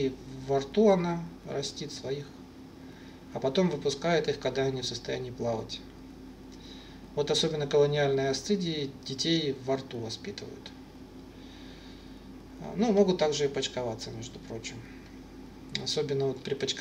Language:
Russian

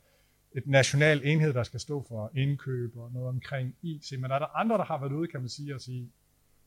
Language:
Danish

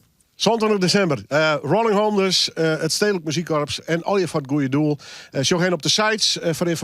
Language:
Western Frisian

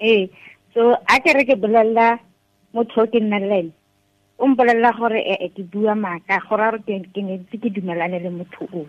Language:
Tswana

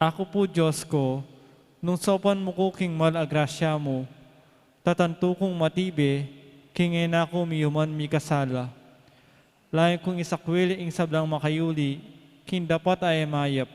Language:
Pampanga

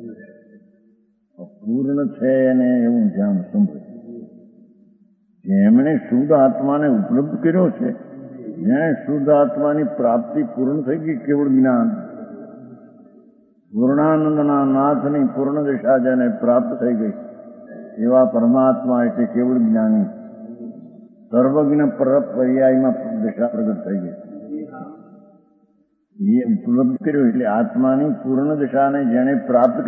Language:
Gujarati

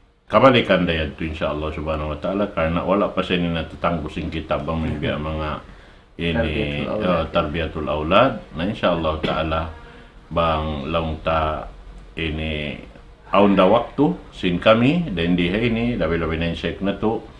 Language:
Tausug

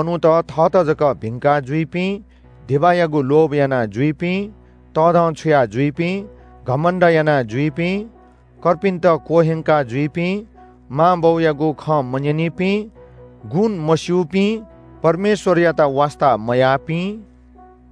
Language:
Newari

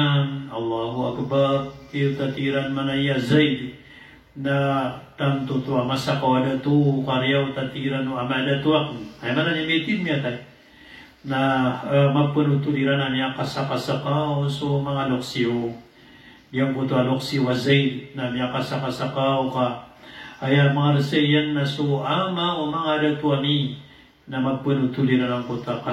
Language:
Maranao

